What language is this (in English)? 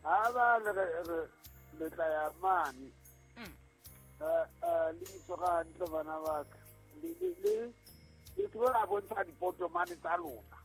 Southern Sotho